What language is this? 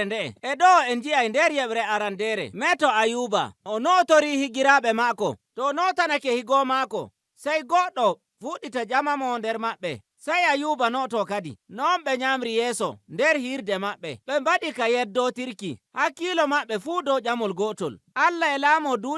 Nigerian Fulfulde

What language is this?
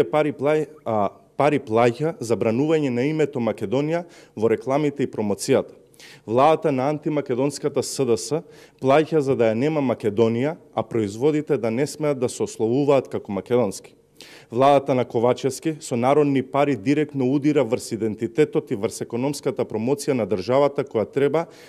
Macedonian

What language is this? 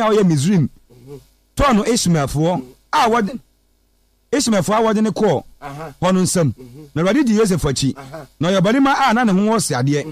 Akan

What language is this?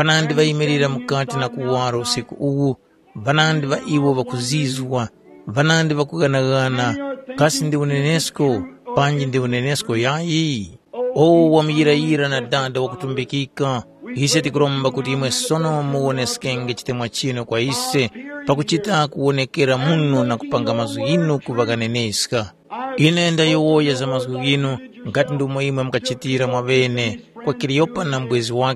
Tumbuka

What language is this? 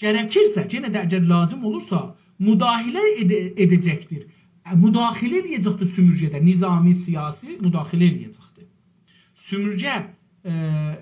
South Azerbaijani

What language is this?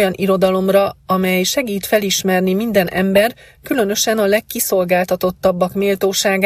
Hungarian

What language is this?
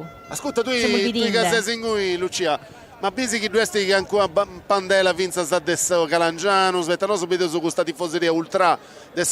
Sardinian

